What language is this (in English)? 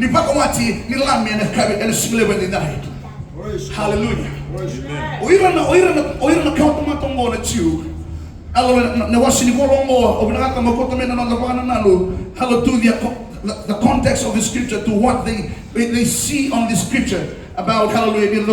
Fijian